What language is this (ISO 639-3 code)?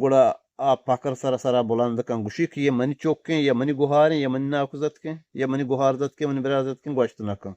bgp